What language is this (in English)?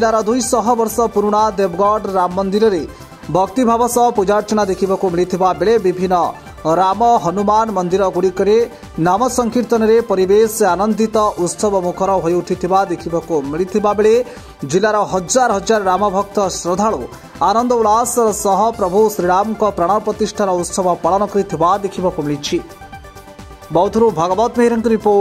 Odia